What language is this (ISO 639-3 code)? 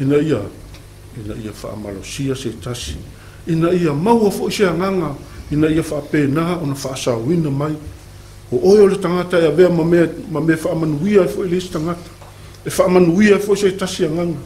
smo